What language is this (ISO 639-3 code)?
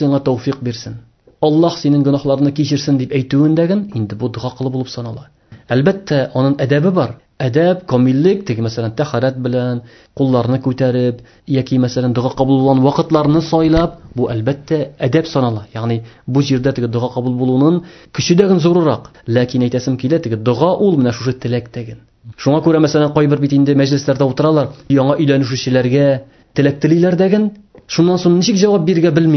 tat